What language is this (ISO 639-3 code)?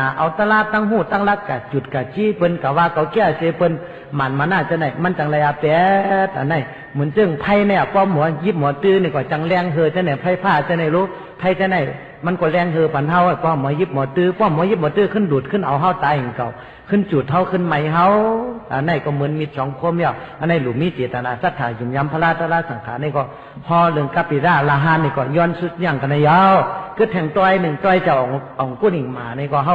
shn